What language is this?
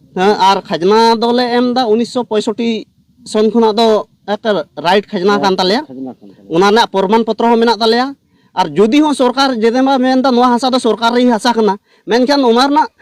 Santali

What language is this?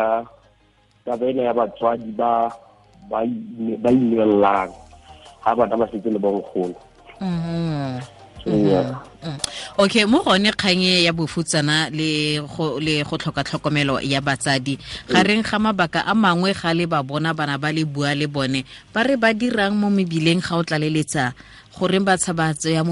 Tswana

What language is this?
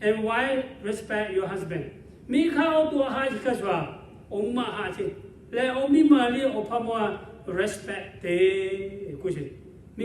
Lahu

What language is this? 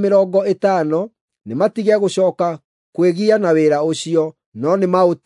Kikuyu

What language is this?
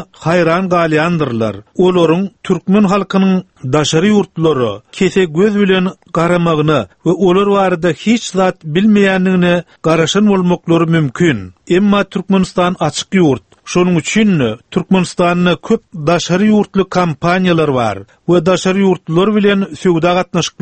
Turkmen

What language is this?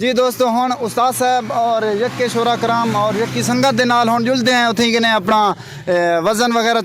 Saraiki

